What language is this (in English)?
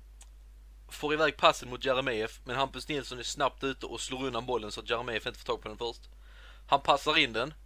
Swedish